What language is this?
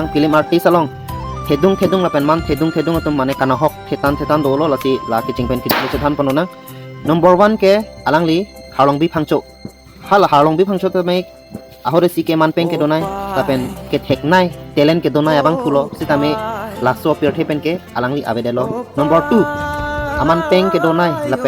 Karbi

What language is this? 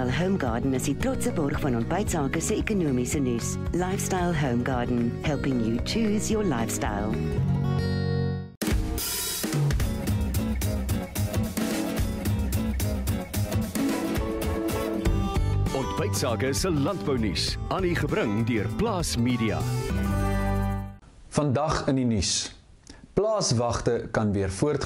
Afrikaans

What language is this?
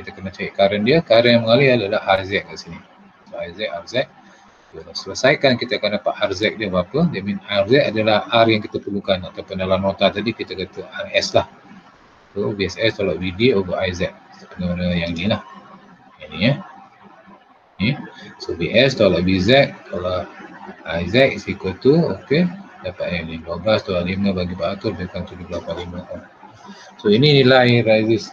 Malay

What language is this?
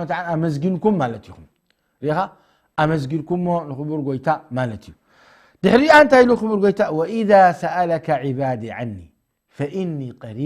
Tigrinya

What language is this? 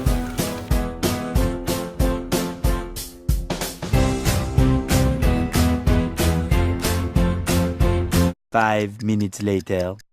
Lao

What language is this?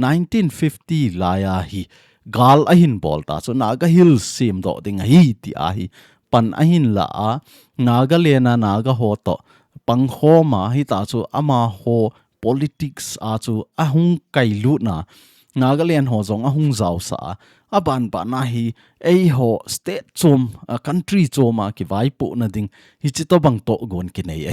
Thado Chin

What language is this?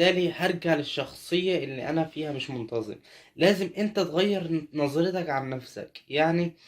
Egyptian Arabic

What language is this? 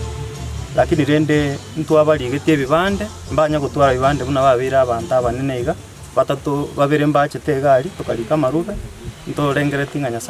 Gusii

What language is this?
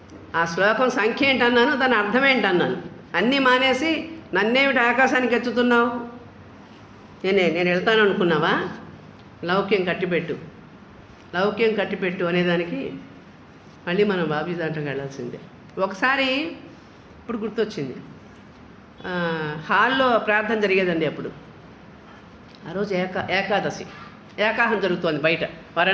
Telugu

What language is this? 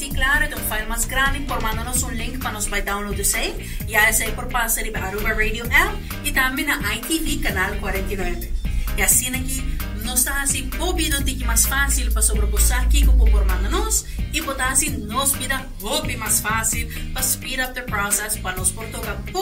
Papiamento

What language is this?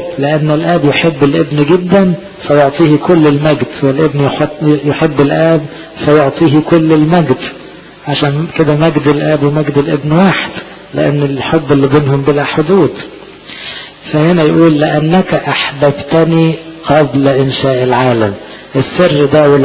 Egyptian Arabic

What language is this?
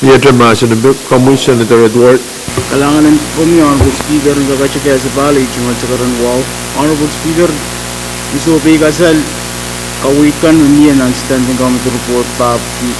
Pohnpeian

